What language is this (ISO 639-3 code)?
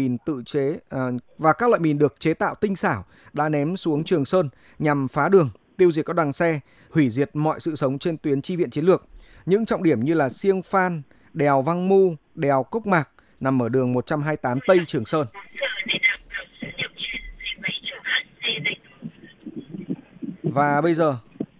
vie